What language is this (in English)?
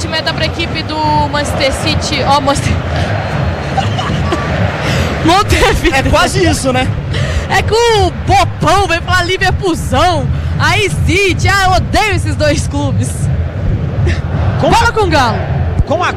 Portuguese